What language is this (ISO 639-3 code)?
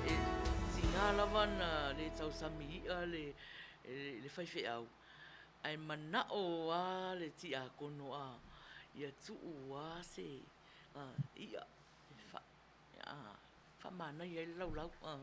smo